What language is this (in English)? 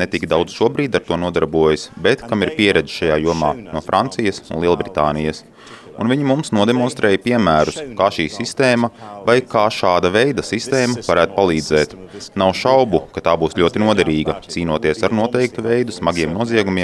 Latvian